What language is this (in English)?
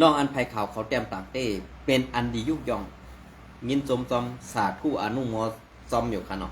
Shan